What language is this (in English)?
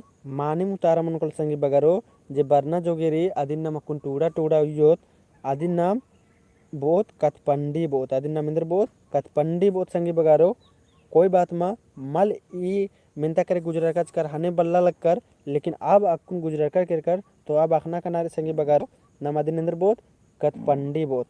Kurukh